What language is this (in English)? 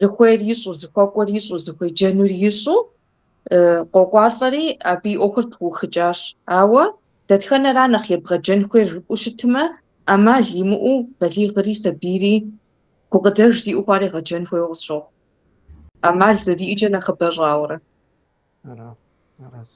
Kabardian